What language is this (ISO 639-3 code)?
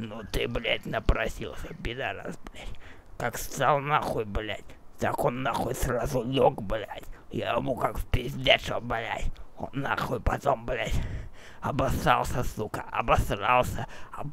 rus